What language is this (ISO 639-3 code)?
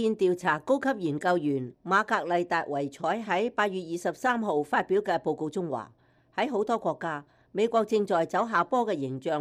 yue